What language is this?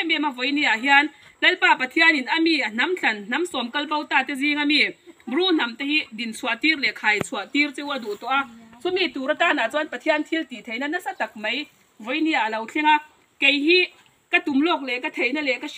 Mizo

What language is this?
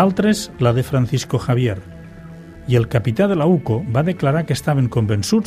Catalan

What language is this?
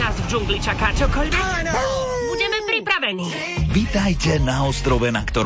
Slovak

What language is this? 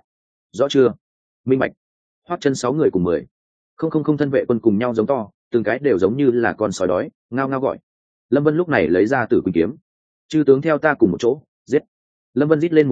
Vietnamese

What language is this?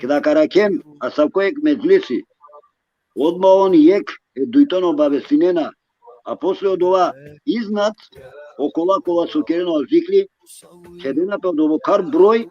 Balkan Romani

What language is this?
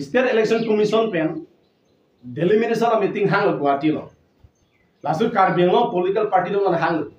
Karbi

